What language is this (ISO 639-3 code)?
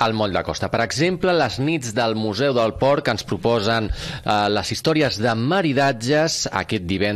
cat